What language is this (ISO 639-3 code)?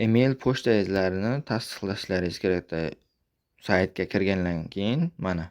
uzb